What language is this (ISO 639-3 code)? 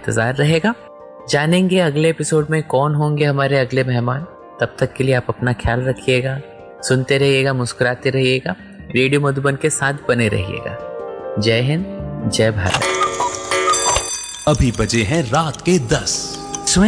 hin